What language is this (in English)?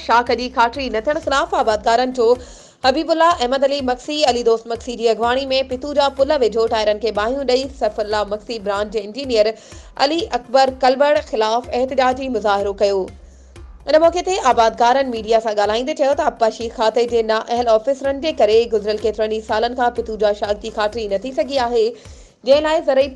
Sindhi